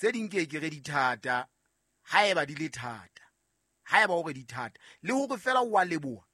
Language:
Southern Sotho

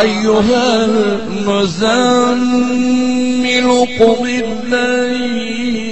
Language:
Saraiki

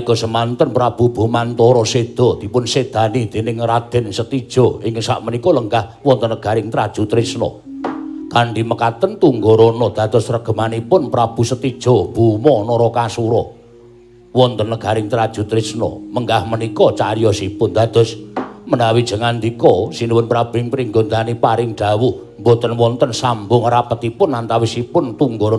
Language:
Javanese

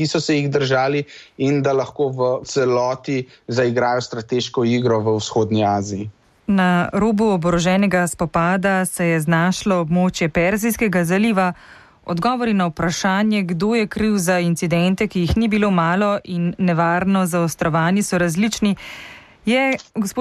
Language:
Slovenian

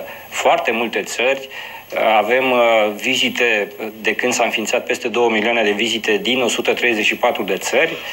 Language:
Romanian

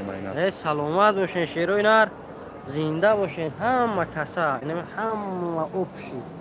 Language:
Tajik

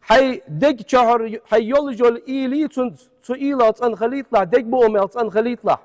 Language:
Ingush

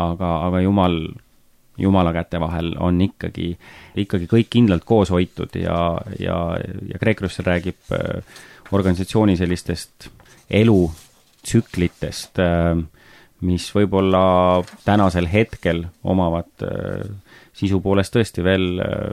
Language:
Estonian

